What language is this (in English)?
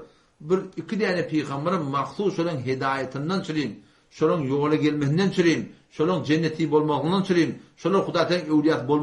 Turkmen